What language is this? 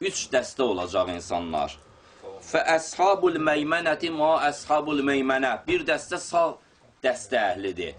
Azerbaijani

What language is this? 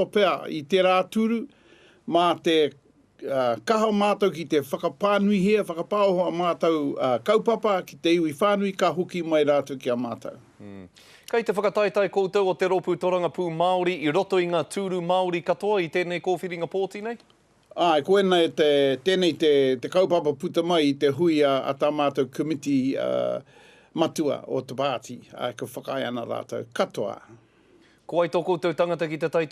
Māori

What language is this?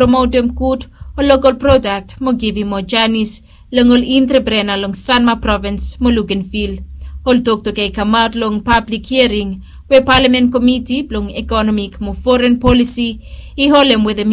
Bislama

